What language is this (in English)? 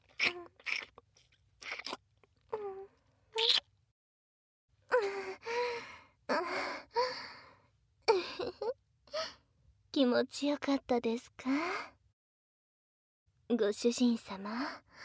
Japanese